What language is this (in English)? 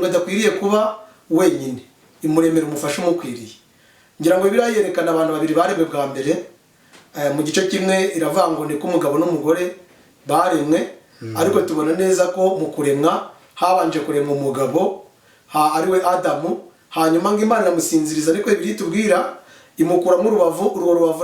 Kinyarwanda